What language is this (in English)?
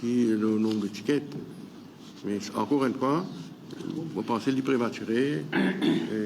Morisyen